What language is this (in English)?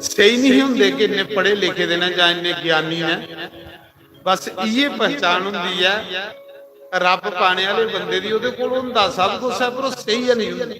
Dogri